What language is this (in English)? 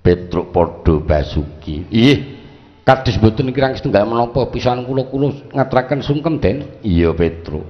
Javanese